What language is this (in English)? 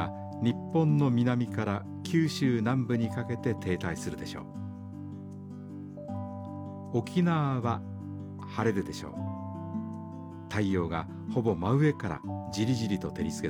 Japanese